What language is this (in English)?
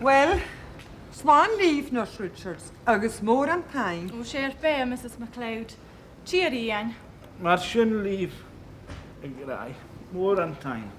Scottish Gaelic